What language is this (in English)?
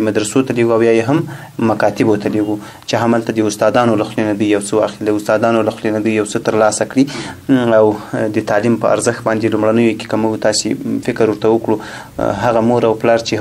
Pashto